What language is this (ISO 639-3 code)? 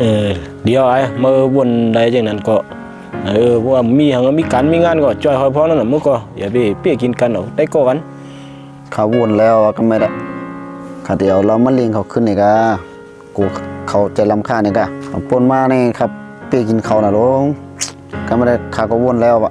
shn